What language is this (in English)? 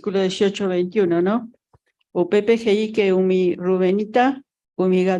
Guarani